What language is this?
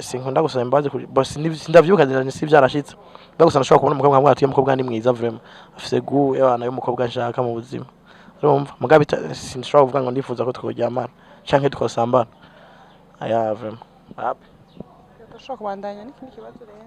Rundi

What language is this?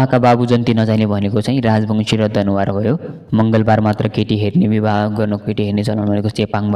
Nepali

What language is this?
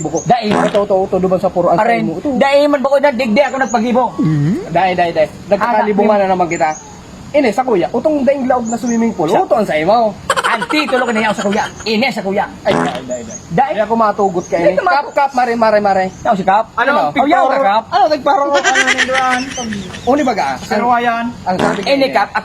Bikol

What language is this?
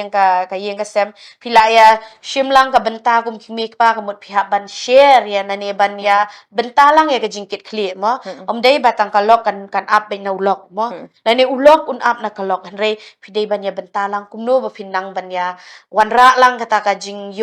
Khasi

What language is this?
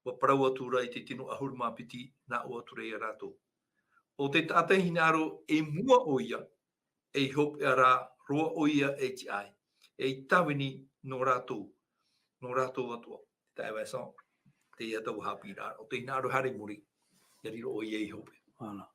Tahitian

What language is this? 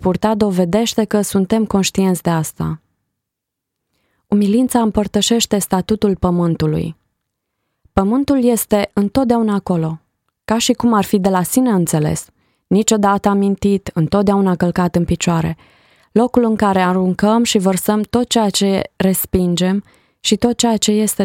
Romanian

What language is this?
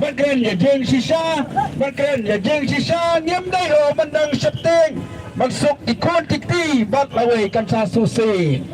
Khasi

